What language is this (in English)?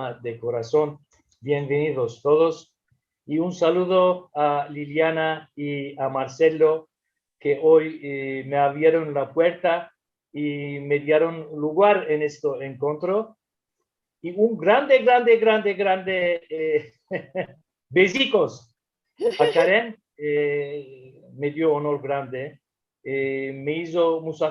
Ladino